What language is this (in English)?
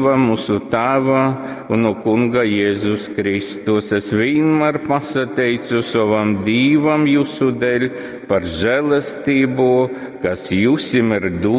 Latgalian